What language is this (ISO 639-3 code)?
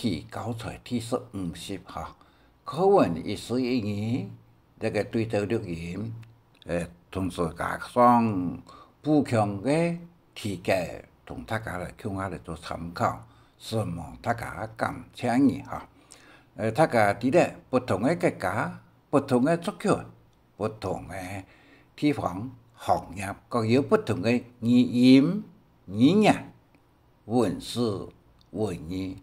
hak